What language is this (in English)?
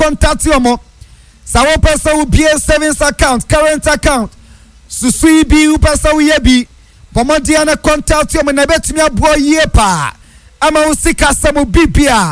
Akan